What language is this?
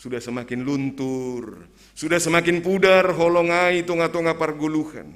Batak Simalungun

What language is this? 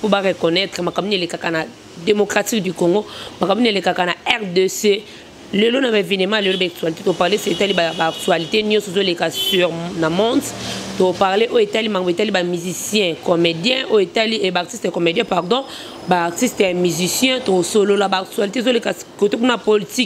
Lingala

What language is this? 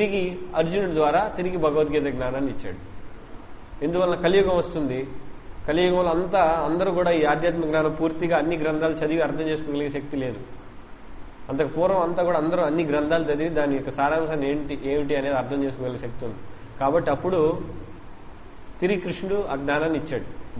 Telugu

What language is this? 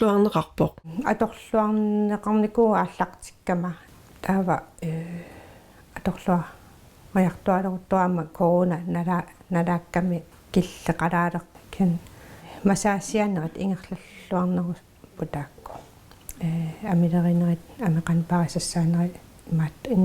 Kalaallisut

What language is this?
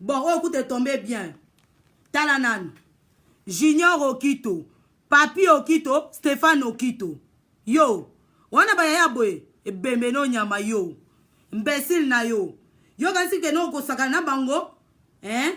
Lingala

